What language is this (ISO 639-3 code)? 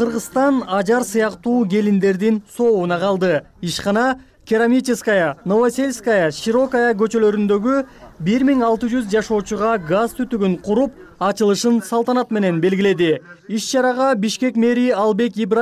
kir